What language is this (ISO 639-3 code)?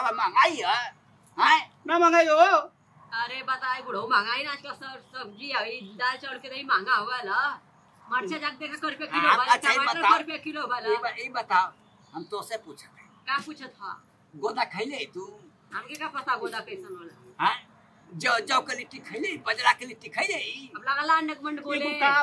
bho